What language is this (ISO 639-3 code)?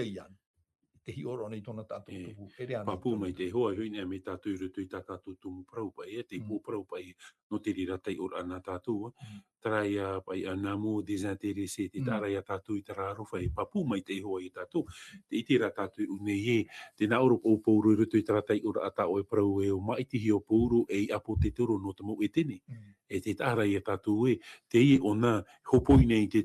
tah